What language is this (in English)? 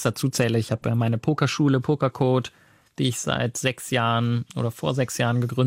German